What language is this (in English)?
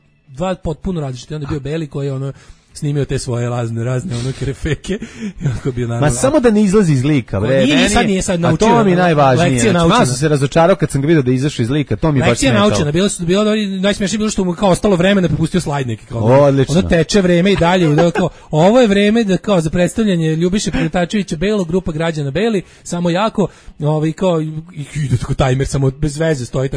Serbian